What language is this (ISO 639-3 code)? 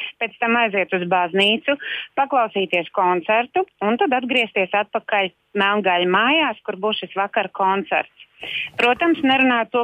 lav